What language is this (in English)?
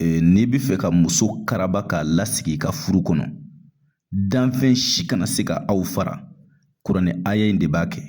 Bambara